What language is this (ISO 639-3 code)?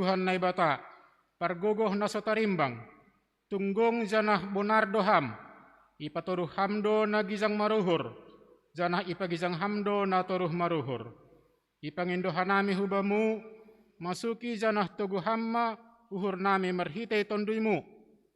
bts